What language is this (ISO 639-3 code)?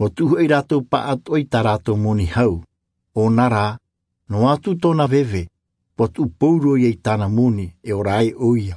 tah